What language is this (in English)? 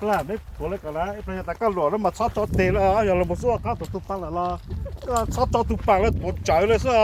Hmong